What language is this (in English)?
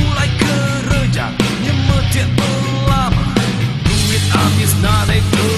Iban